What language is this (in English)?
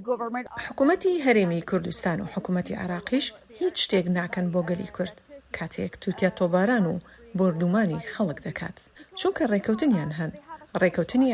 Central Kurdish